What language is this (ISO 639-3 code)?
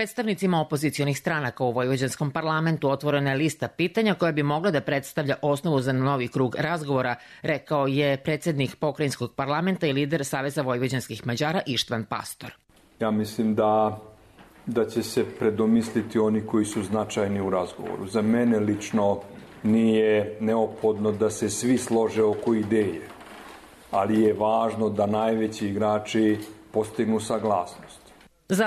srp